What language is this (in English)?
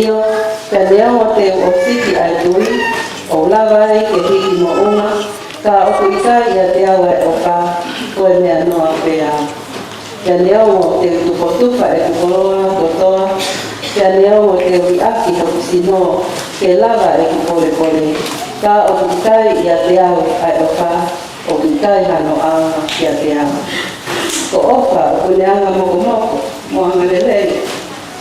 Tongan